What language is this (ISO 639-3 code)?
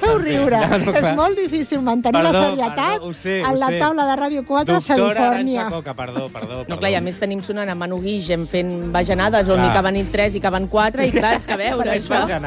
cat